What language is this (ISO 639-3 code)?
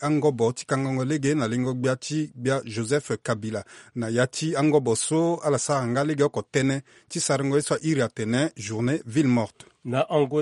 sag